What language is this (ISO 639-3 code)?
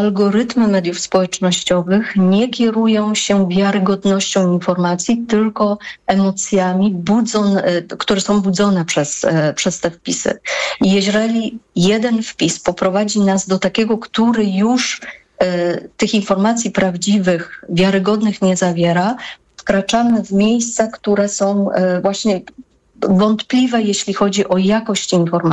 pol